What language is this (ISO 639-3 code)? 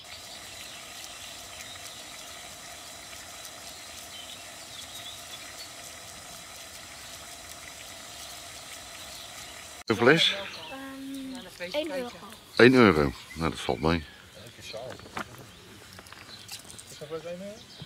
nld